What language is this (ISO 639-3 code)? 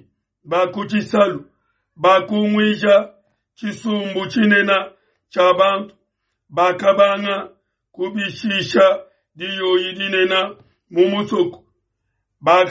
lua